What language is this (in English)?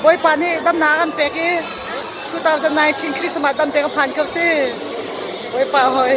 Hakha Chin